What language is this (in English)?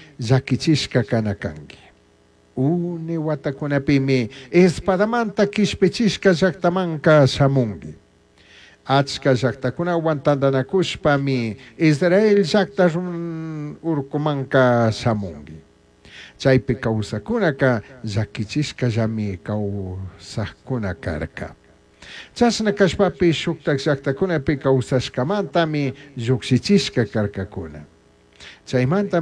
Chimborazo Highland Quichua